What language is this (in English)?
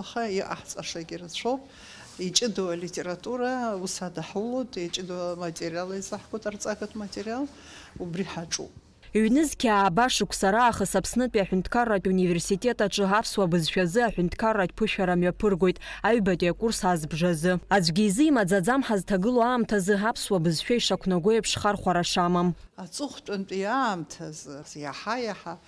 Abkhazian